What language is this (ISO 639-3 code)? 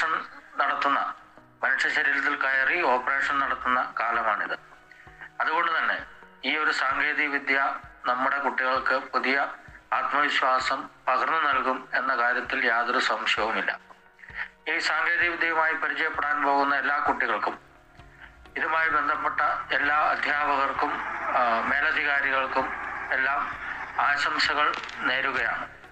mal